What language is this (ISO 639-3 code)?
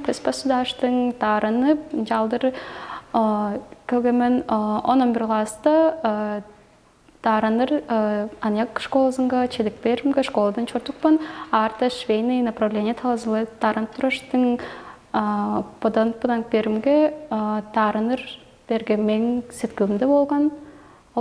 tyv